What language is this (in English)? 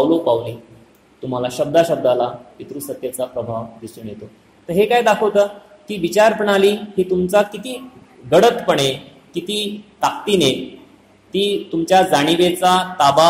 Marathi